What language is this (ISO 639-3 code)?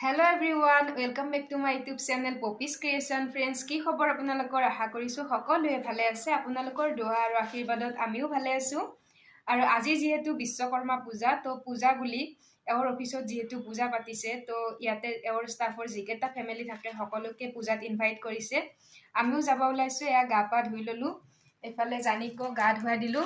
asm